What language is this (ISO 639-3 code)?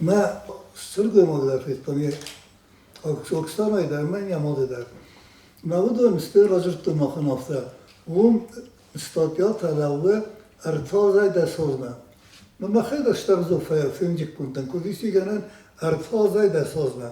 oss